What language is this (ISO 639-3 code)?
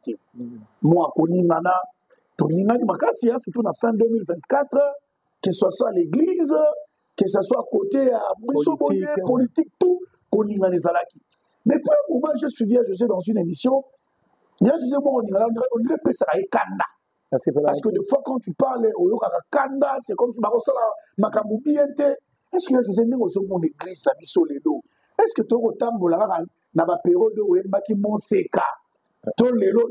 lin